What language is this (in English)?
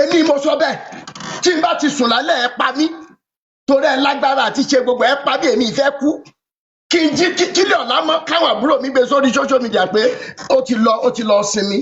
Yoruba